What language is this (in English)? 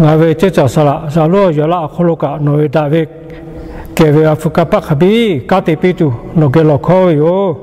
Lahu